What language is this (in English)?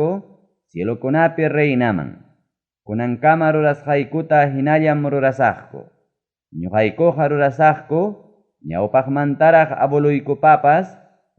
Ayacucho Quechua